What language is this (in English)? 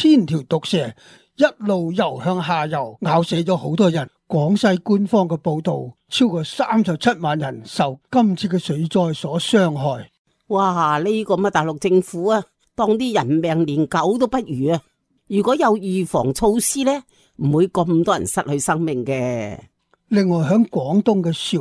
Cantonese